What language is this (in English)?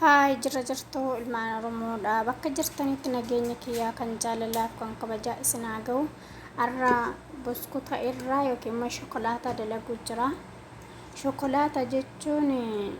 Oromo